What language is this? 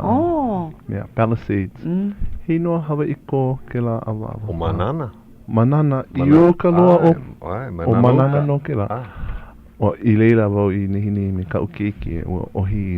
Hawaiian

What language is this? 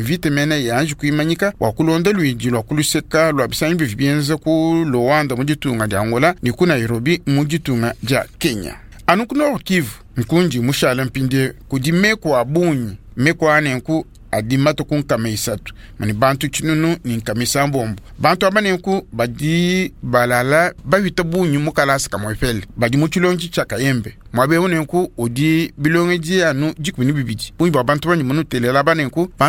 Luba-Lulua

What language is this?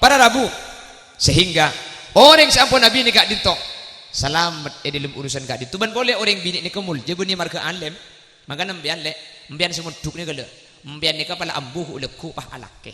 Madurese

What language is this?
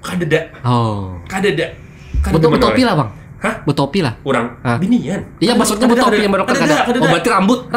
Banjar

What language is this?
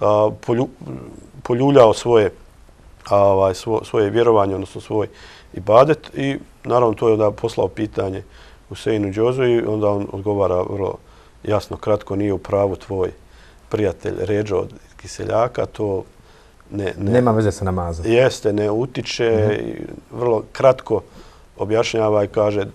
Bosnian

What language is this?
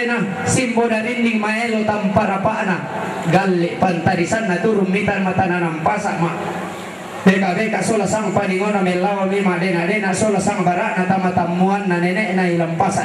Toraja-Sa'dan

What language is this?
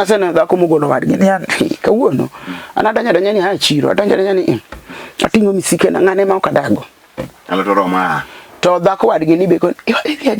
Luo (Kenya and Tanzania)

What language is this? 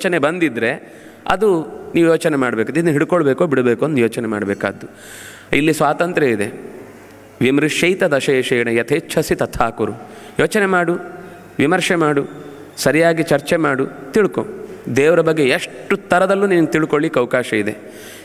Kannada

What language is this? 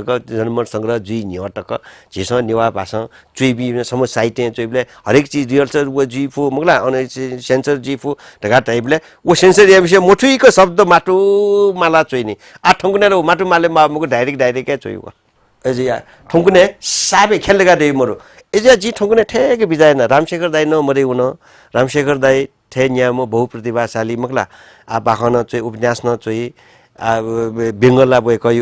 Newari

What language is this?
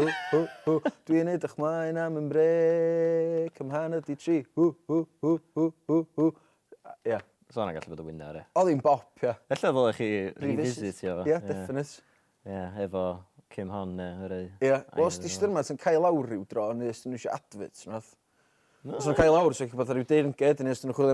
Welsh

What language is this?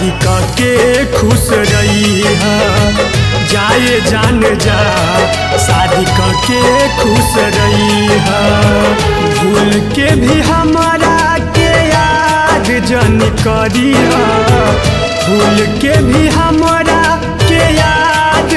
Bhojpuri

